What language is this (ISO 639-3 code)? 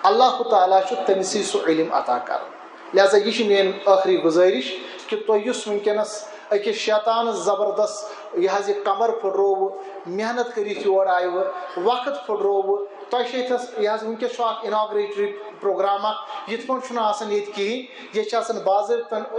kas